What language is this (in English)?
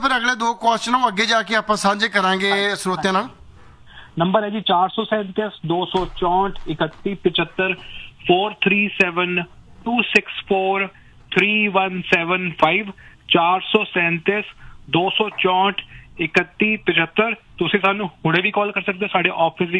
Punjabi